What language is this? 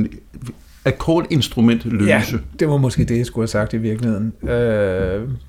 Danish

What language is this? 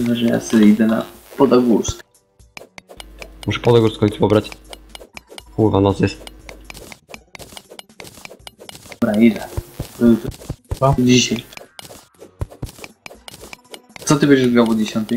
Polish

